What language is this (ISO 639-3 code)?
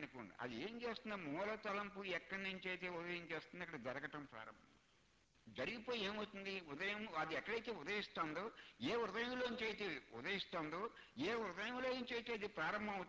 tel